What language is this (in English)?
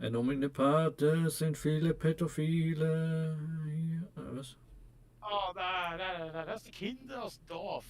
Swiss German